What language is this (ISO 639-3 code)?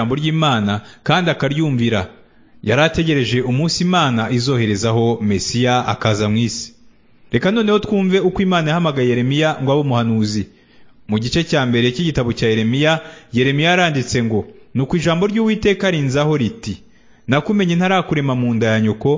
kin